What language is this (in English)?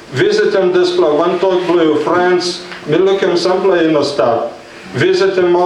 Tok Pisin